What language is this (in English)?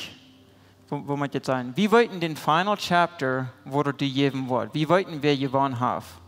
Plautdietsch